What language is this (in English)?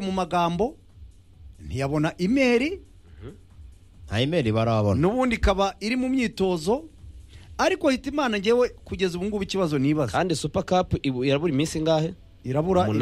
Kinyarwanda